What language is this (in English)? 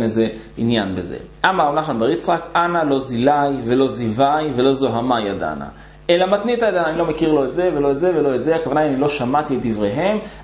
Hebrew